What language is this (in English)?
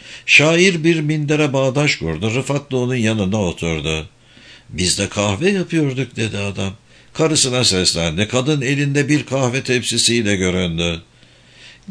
Turkish